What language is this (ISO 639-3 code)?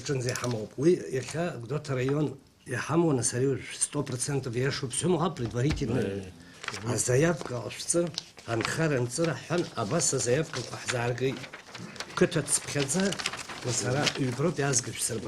abk